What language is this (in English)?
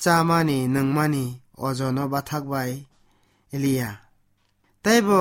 Kok Borok